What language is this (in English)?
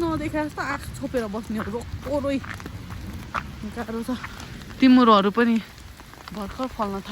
Nepali